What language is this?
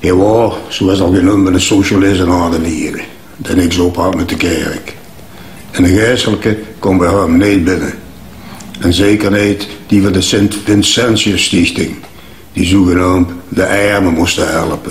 Limburgish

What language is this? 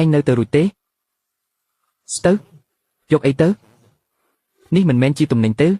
Khmer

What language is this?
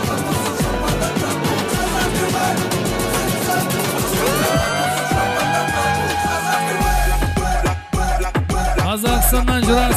Kazakh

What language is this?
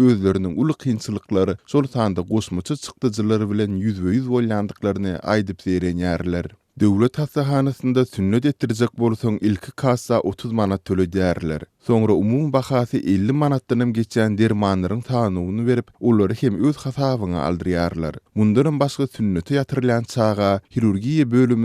Turkmen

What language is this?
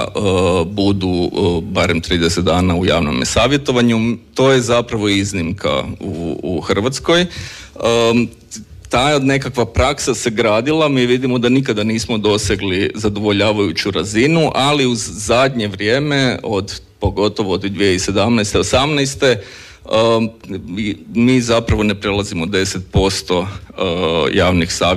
Croatian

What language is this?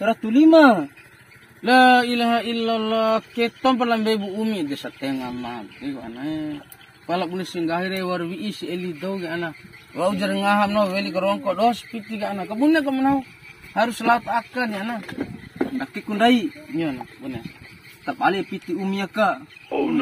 Bima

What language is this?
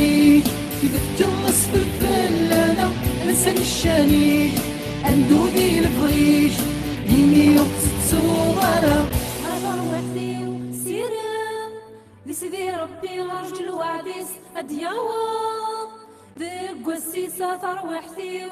Kabyle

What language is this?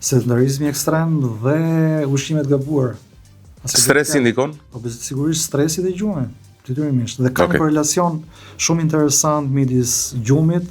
Albanian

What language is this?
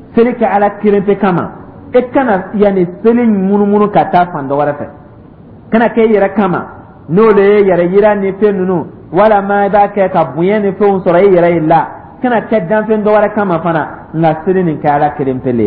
Dyula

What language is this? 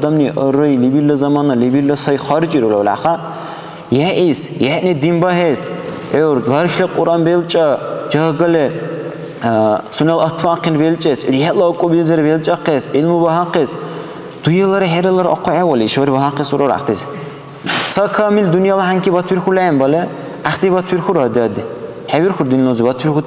Dargwa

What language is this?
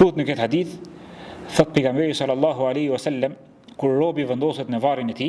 Albanian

